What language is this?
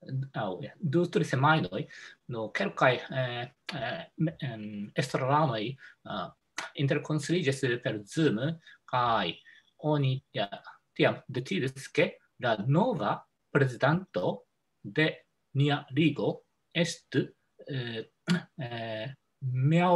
Esperanto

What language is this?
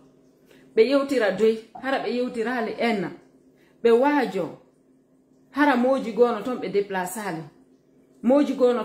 Fula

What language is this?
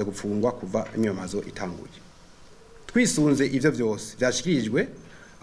Rundi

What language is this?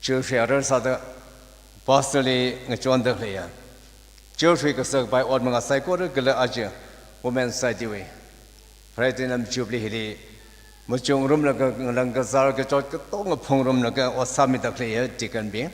Tangkhul Naga (India)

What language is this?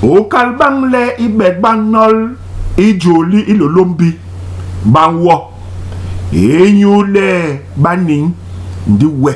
Basaa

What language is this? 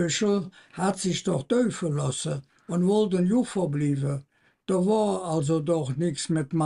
Colognian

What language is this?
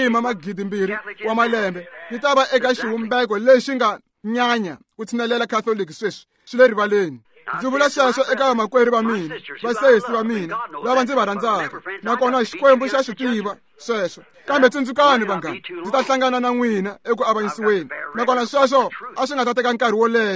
Tsonga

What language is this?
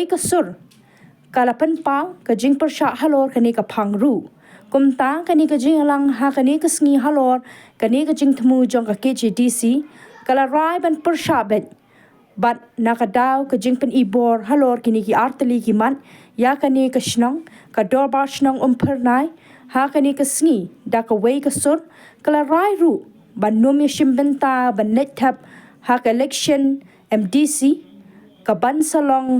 Khasi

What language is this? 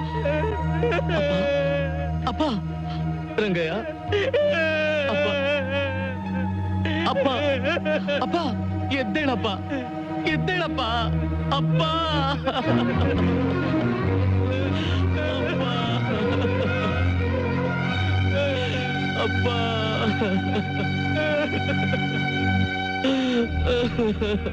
Kannada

